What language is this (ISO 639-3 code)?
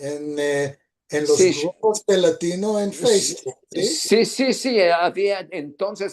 lad